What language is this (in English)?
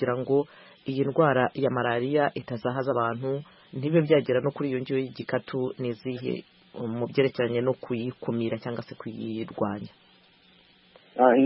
Kinyarwanda